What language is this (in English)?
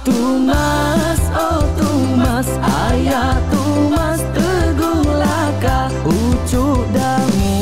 Iban